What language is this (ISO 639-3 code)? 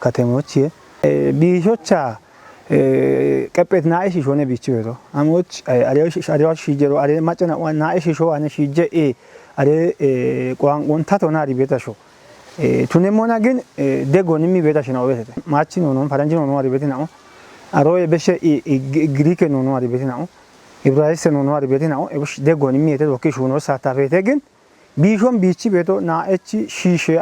kbr